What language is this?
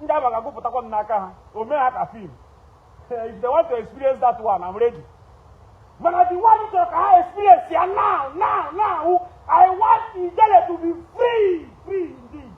Igbo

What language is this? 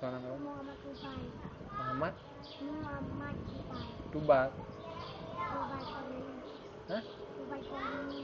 Achinese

